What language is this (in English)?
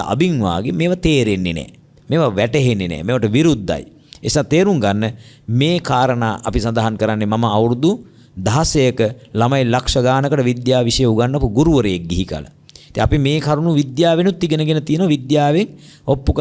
Sinhala